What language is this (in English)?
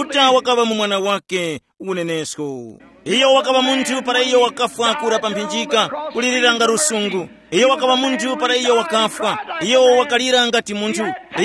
Tumbuka